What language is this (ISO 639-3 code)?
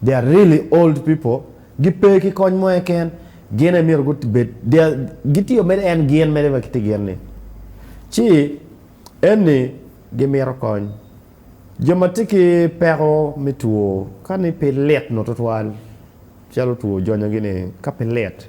ach